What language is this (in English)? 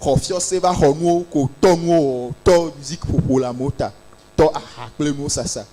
Ewe